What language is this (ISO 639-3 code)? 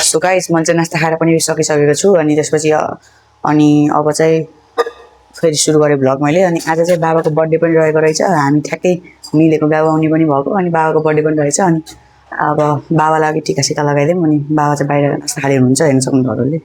nep